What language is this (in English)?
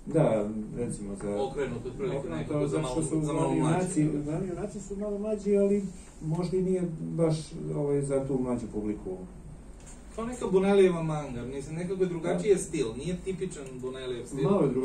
Serbian